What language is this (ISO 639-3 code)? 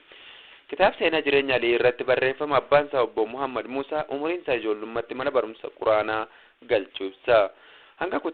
orm